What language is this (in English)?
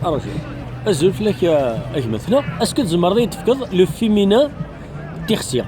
Kabyle